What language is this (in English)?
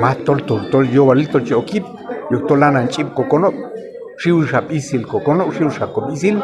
Q'anjob'al